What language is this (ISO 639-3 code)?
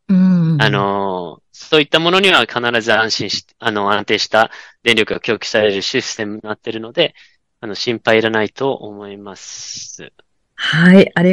jpn